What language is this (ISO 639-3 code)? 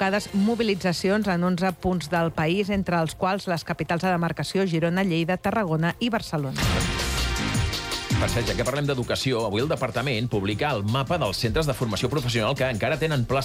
cat